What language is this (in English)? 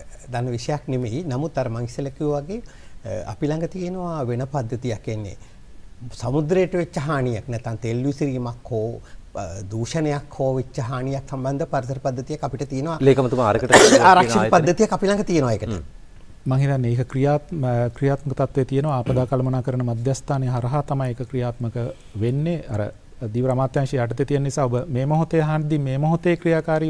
Sinhala